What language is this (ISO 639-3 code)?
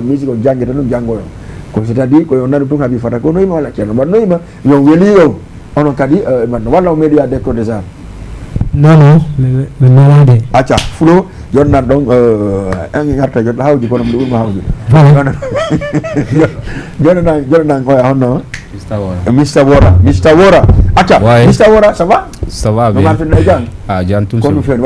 ful